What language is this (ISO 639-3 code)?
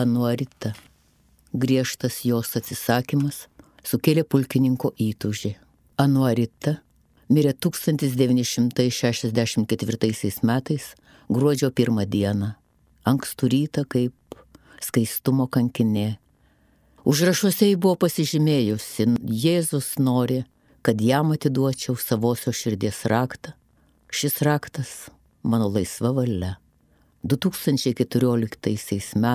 lit